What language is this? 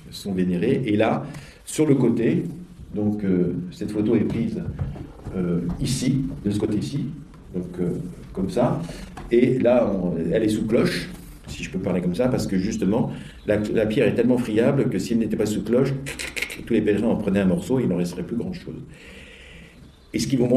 French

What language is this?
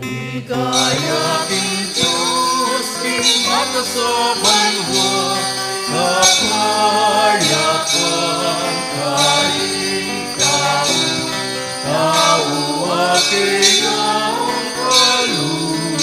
Pampanga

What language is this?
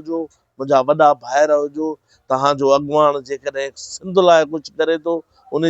Sindhi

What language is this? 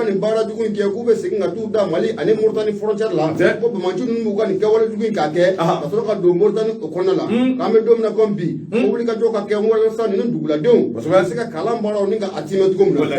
Bambara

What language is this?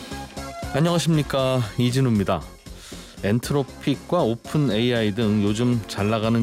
Korean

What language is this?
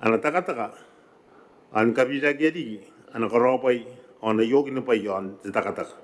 Gilbertese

